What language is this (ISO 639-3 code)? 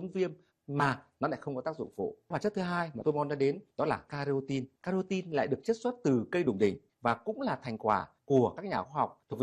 vie